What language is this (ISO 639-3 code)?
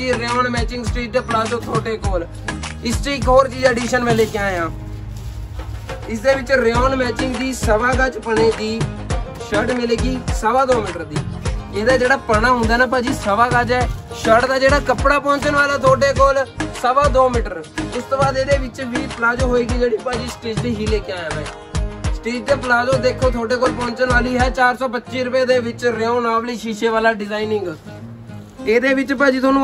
pan